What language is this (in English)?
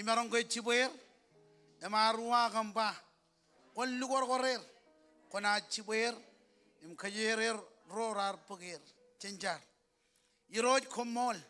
Marshallese